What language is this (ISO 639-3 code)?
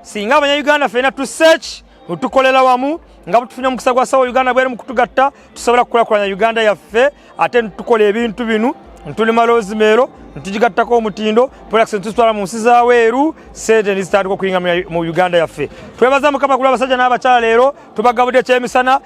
lug